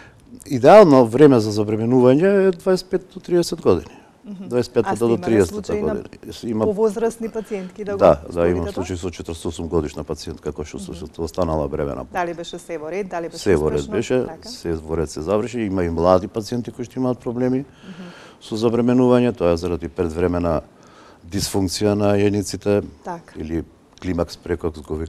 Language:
Macedonian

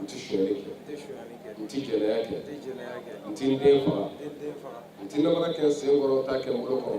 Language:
Bambara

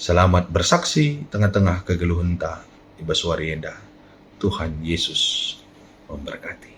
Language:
Batak Karo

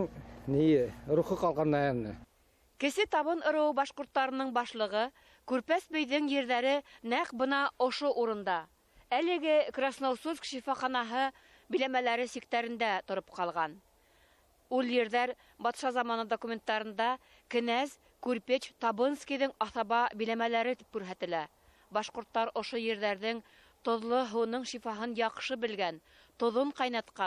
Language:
Bashkir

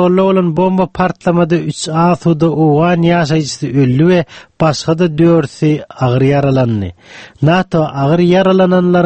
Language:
Turkmen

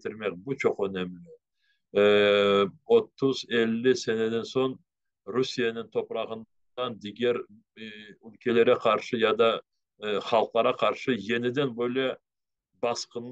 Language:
Crimean Tatar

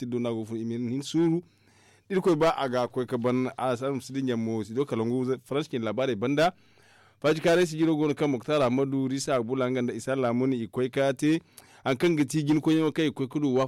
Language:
Zarma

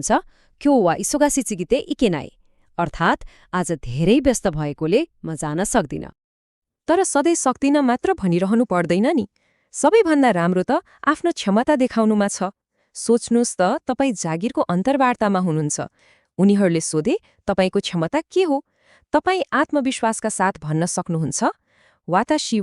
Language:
Nepali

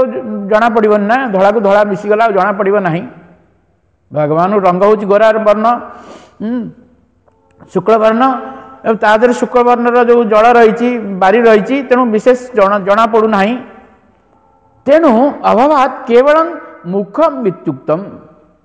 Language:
Odia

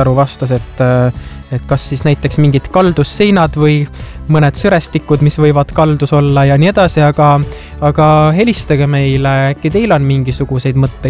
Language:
Estonian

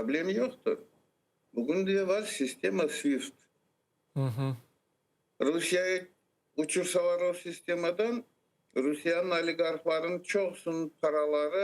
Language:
Crimean Tatar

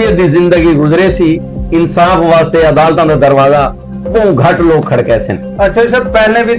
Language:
Saraiki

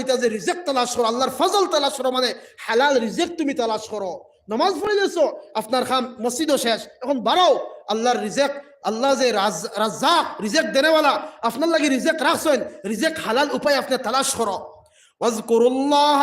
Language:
Sylheti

